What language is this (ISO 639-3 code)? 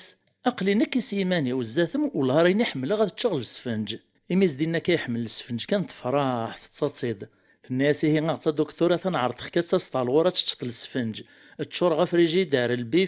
kab